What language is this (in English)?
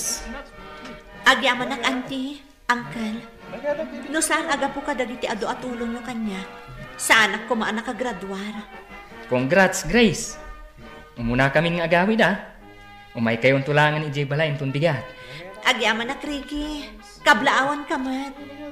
Iloko